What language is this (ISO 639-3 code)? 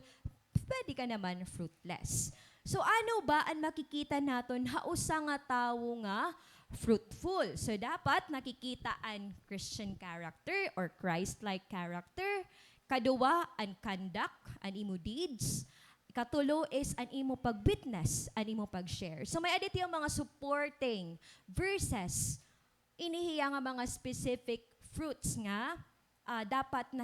war